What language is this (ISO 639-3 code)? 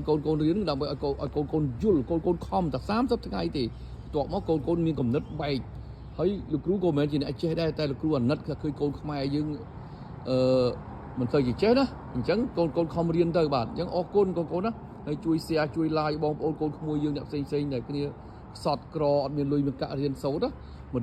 khm